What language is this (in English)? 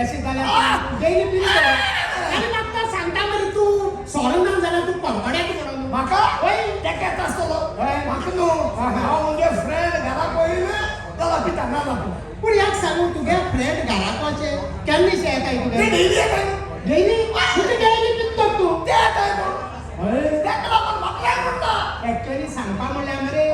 Konkani